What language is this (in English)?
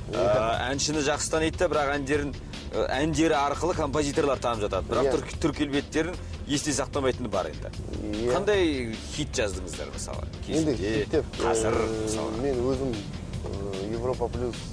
Kara-Kalpak